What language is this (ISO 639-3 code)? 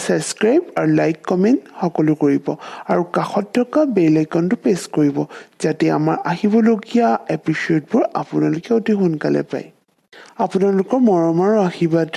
asm